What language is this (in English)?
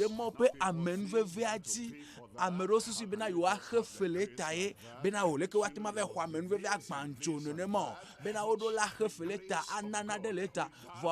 Ewe